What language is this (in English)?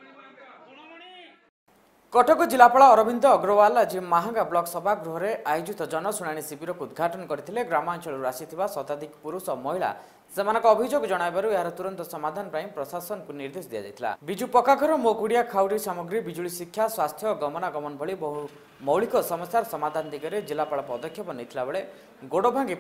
Odia